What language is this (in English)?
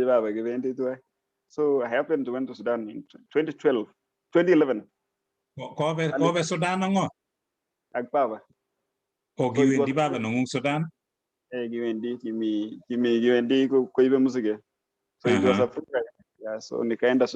Kalenjin